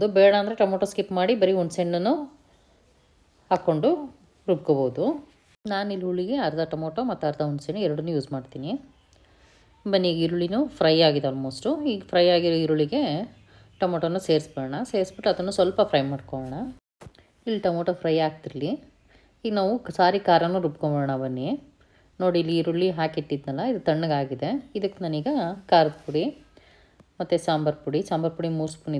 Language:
Kannada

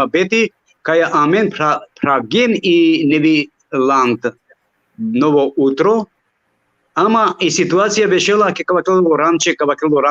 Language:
Balkan Romani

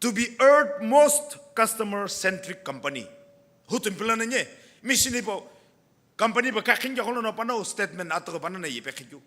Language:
Sumi Naga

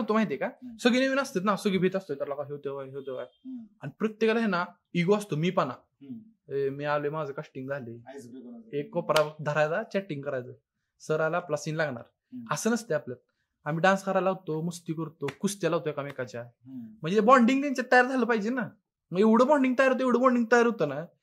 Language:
Marathi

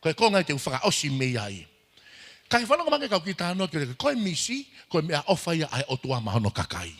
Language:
Tongan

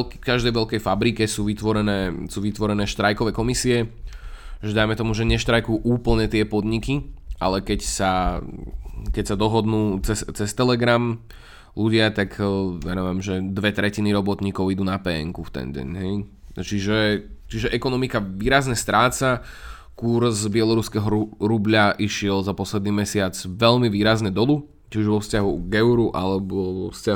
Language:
Slovak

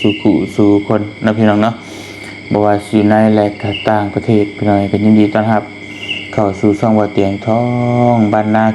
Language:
Lao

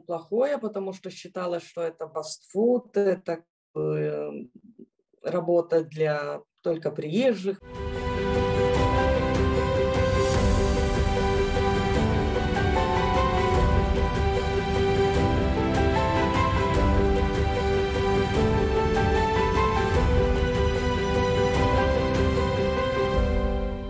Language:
Russian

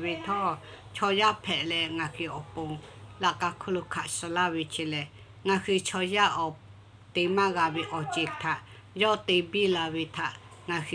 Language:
Lahu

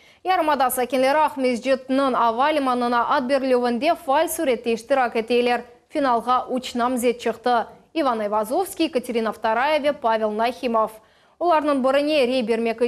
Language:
Crimean Tatar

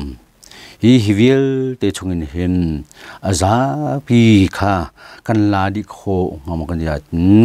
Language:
Hakha Chin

